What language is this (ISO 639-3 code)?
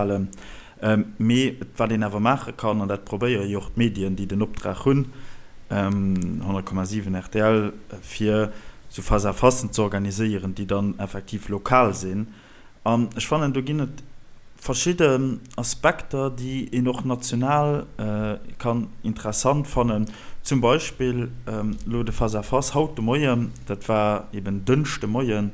ltz